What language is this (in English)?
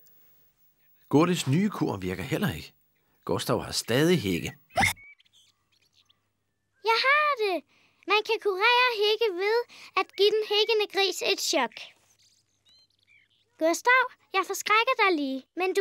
Danish